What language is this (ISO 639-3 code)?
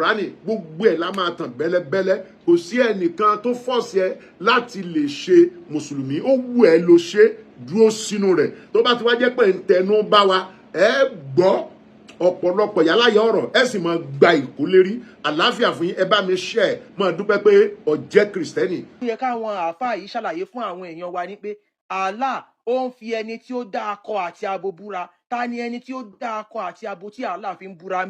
yor